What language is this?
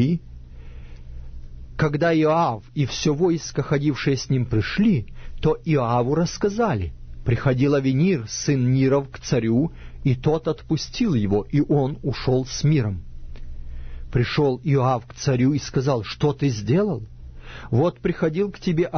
Russian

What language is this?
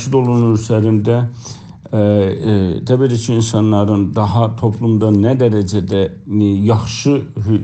South Azerbaijani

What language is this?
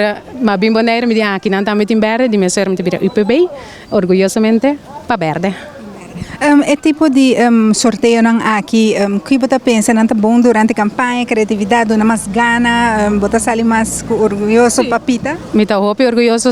Papiamento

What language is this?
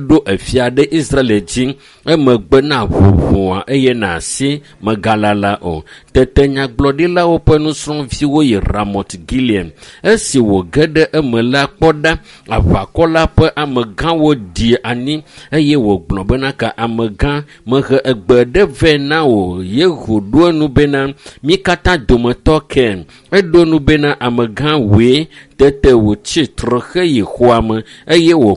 Ewe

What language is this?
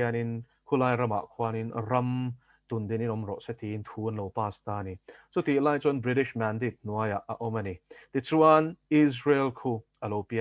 Mizo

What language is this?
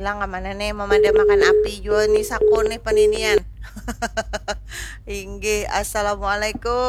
Banjar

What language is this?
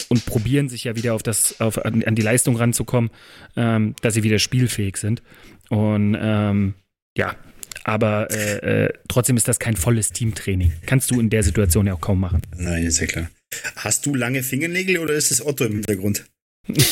German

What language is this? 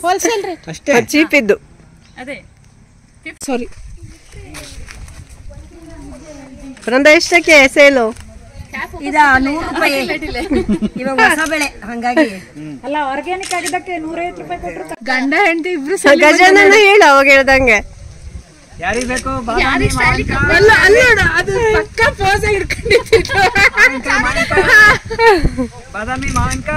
Kannada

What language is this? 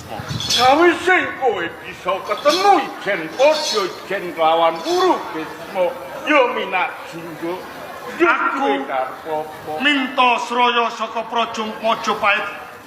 Javanese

